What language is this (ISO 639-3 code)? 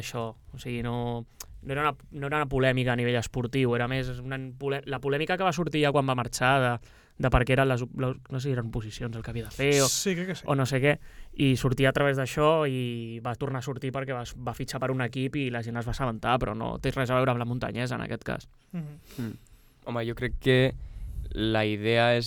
cat